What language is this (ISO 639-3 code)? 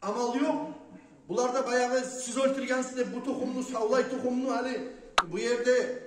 kum